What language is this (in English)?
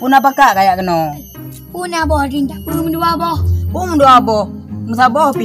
Achinese